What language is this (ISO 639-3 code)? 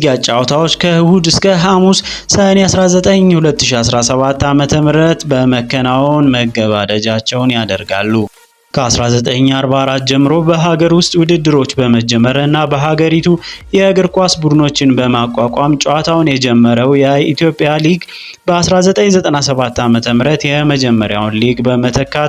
amh